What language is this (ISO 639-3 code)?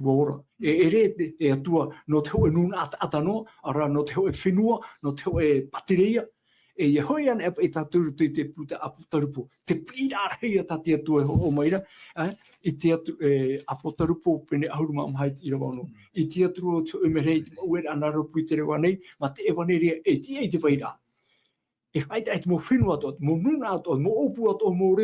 tah